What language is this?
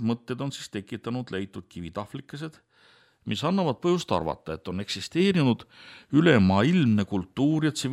Estonian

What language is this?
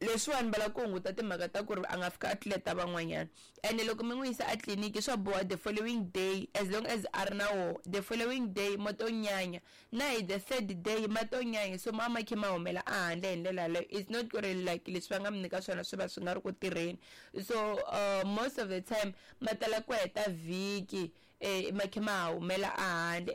Tsonga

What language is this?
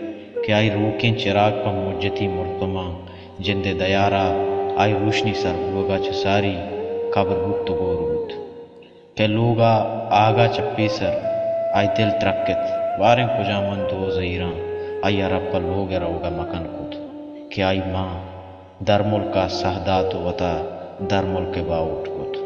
Baluchi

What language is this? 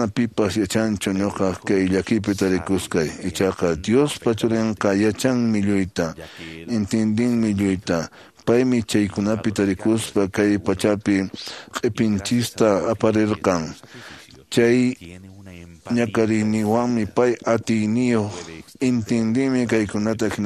Quechua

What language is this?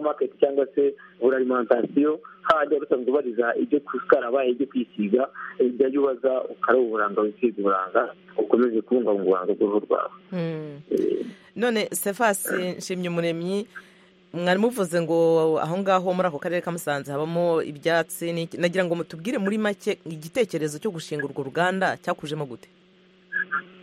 Kinyarwanda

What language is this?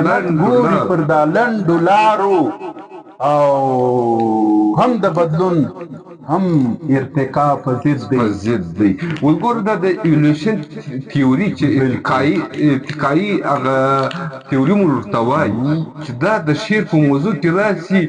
Pashto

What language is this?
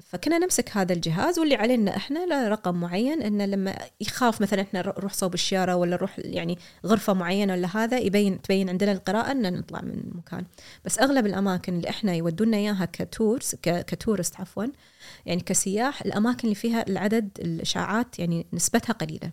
Gulf Arabic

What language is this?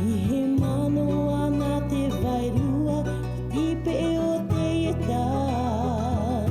Tahitian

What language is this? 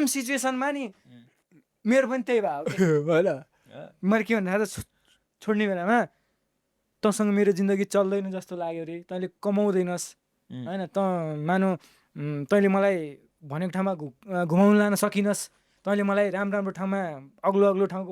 Nepali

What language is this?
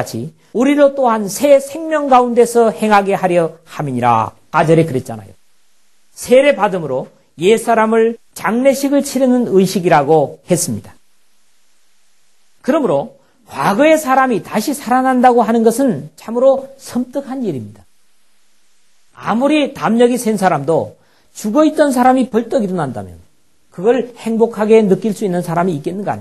Korean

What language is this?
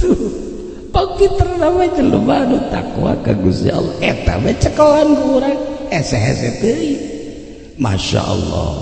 Sundanese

